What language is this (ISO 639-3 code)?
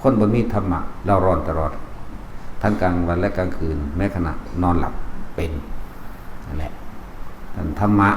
lao